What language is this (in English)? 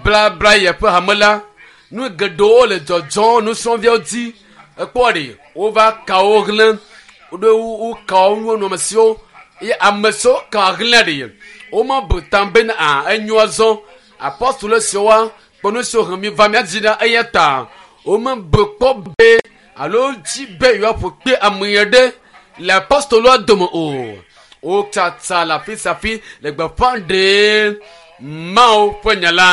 Ewe